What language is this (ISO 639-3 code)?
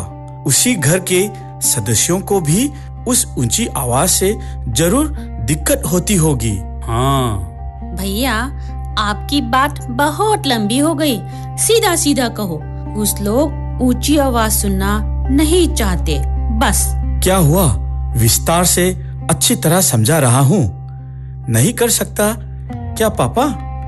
hin